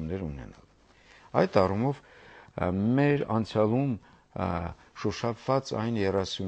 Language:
Armenian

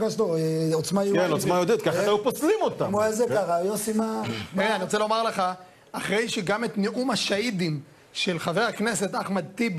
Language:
Hebrew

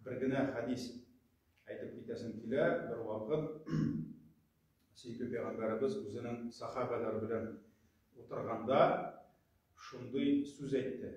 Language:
Tatar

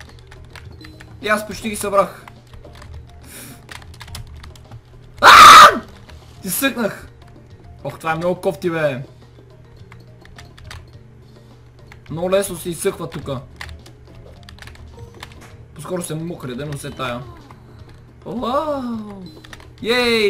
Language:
Bulgarian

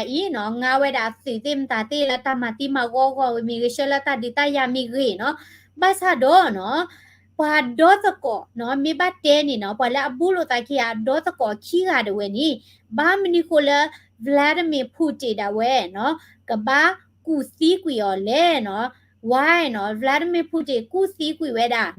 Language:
S'gaw Karen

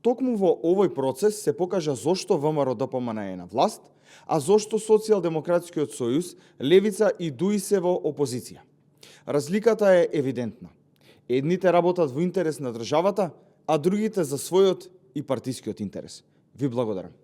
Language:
Macedonian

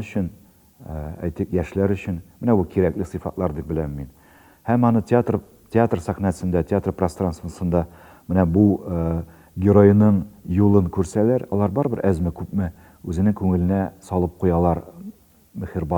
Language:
Tatar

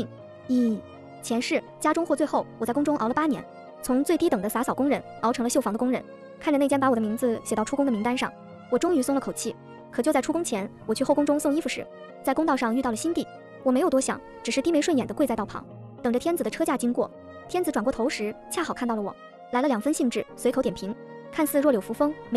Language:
Chinese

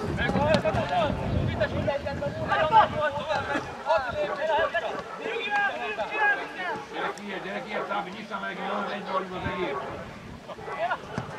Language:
Hungarian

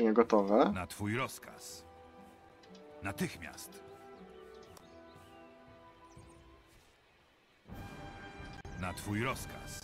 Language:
Polish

